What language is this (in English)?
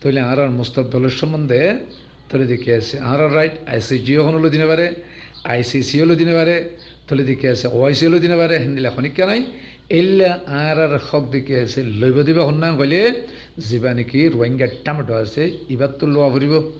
Rohingya